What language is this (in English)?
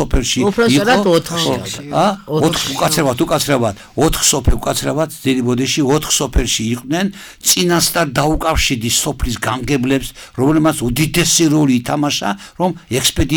Georgian